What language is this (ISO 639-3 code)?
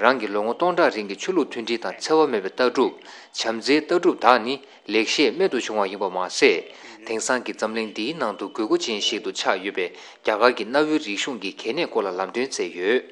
bod